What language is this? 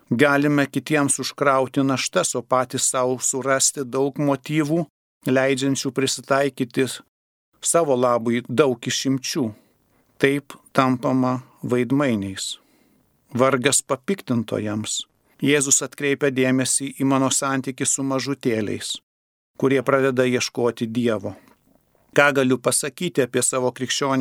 Lithuanian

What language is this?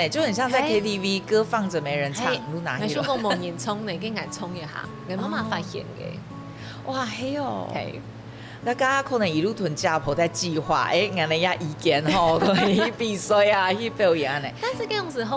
Hakka Chinese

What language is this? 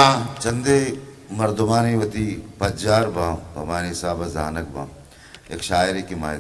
Eastern Balochi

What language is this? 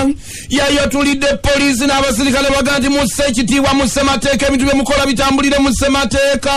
Ganda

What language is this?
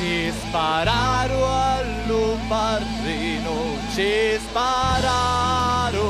Sicilian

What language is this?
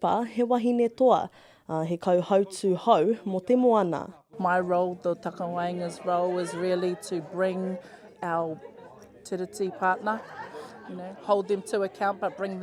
Māori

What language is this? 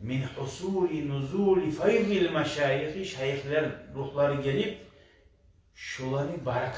Kumyk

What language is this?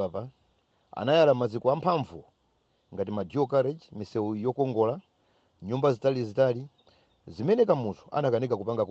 Nyanja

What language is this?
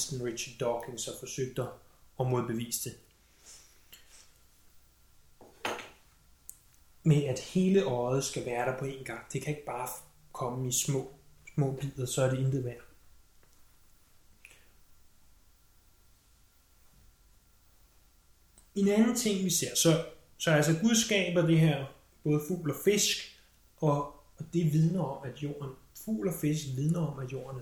Danish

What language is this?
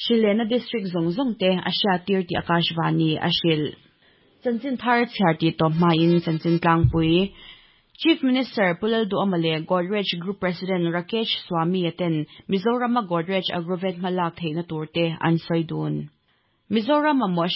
Mizo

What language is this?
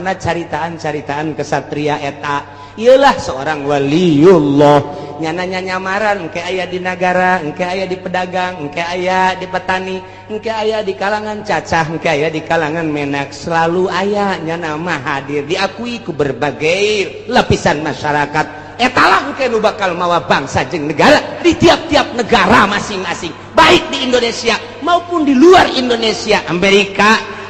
Sundanese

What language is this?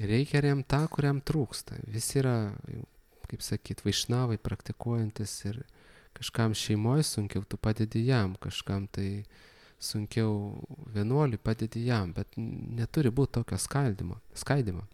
Lithuanian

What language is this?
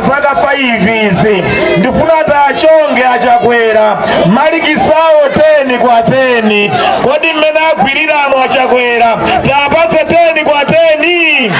Nyanja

